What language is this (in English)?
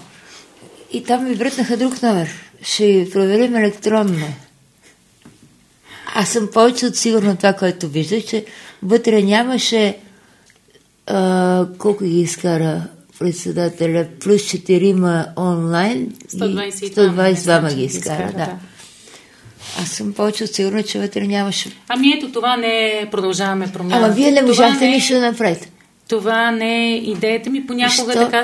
Bulgarian